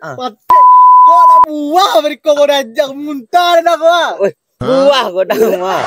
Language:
Minangkabau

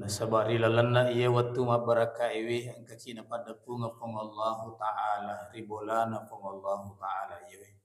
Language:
Buginese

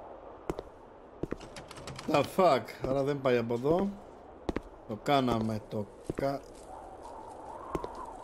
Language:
Greek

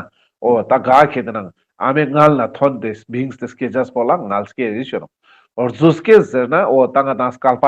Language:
Ladakhi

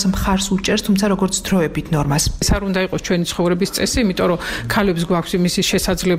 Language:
Georgian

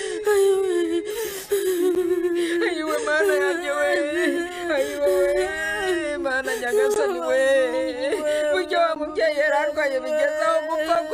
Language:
Kinyarwanda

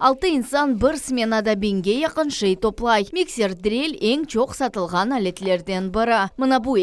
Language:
Crimean Tatar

